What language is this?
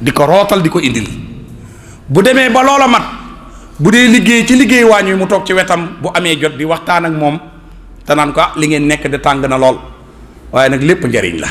Wolof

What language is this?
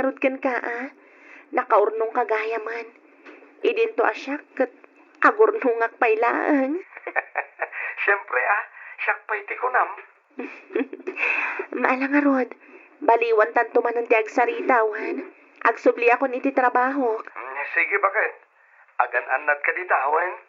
Iloko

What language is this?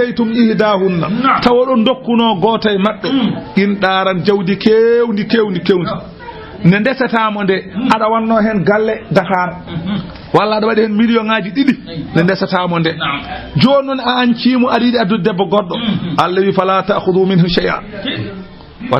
Fula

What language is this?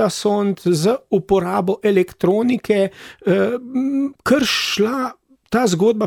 Slovenian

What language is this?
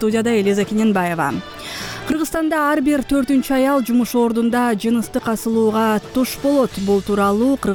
Kyrgyz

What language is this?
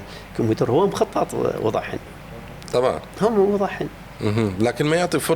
Mesopotamian Arabic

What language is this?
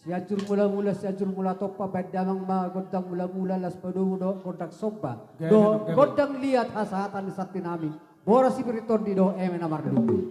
Batak Toba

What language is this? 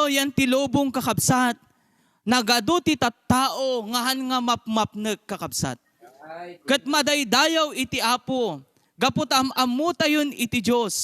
Iloko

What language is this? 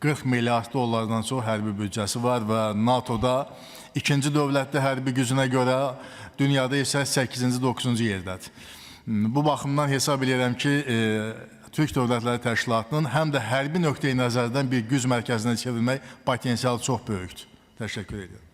Azerbaijani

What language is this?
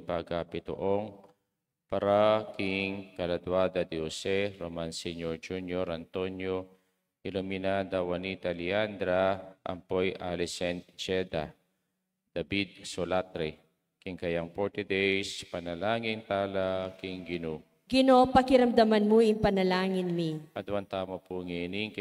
Pampanga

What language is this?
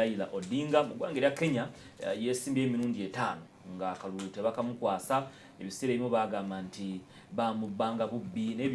Ganda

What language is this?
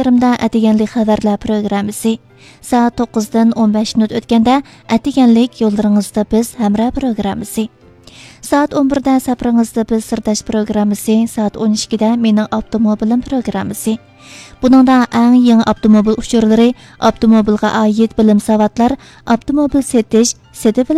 Uyghur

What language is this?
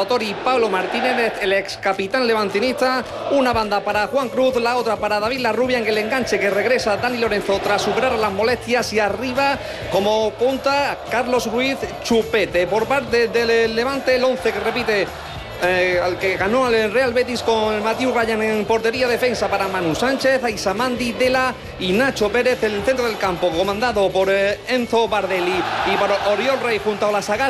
Spanish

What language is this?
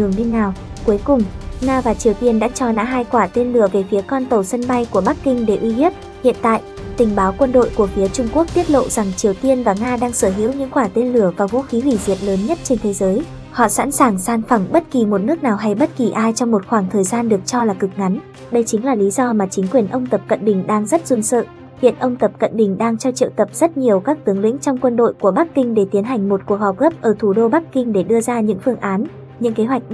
Vietnamese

